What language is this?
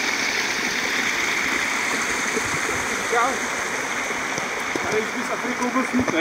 Czech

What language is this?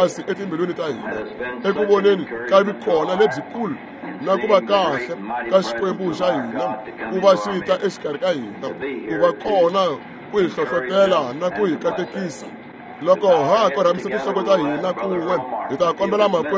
Tsonga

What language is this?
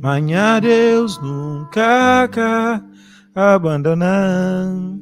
Kabuverdianu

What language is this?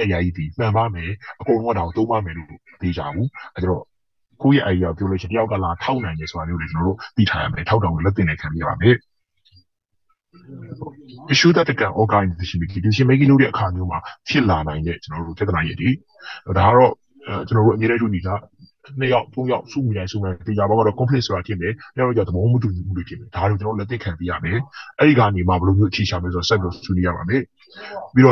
Burmese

